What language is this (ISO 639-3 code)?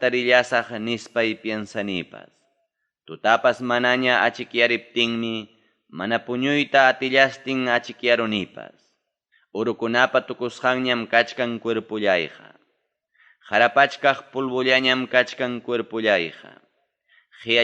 quy